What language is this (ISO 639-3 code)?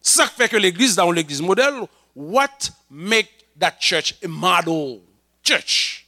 hat